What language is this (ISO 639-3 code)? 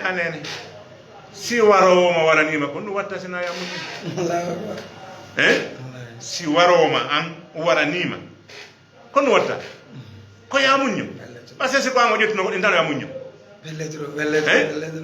ful